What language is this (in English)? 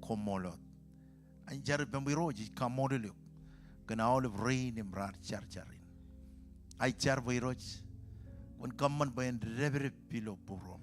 Marshallese